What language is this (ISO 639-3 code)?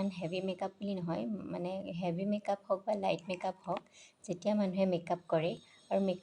asm